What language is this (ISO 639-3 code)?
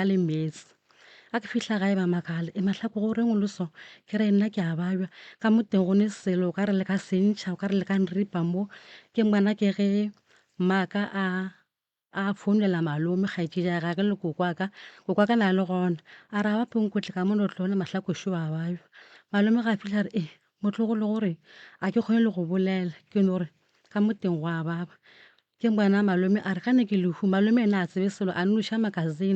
nso